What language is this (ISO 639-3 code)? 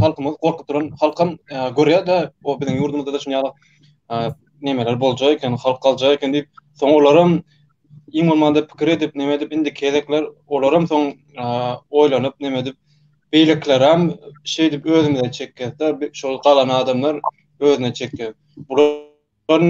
tuk